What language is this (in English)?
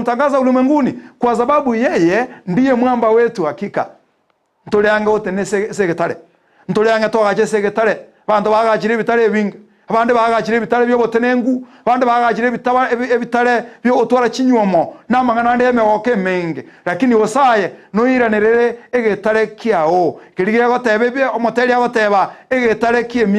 Gusii